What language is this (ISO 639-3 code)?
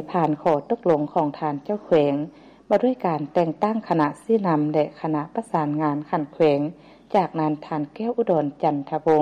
lao